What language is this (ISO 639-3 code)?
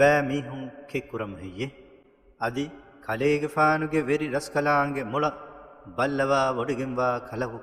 div